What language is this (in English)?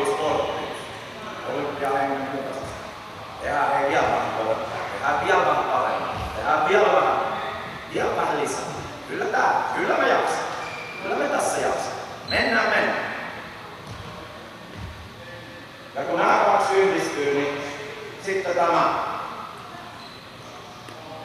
Finnish